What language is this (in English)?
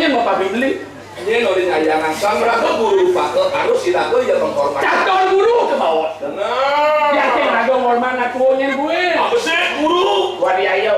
Balinese